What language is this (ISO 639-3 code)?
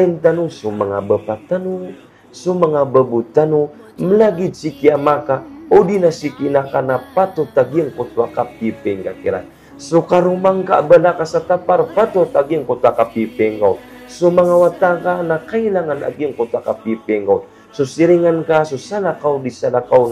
mrw